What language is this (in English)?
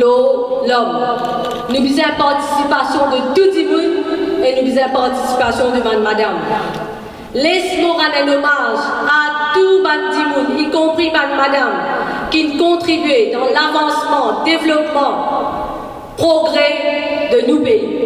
Morisyen